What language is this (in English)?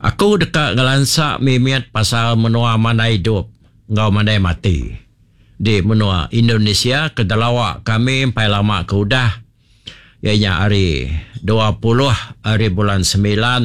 Iban